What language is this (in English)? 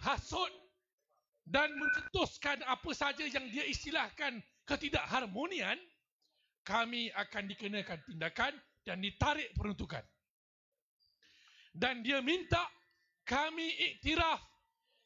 Malay